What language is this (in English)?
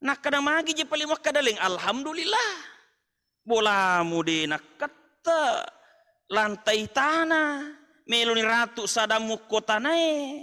Buginese